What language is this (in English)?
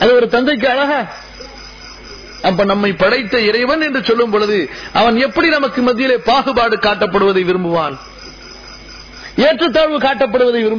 Tamil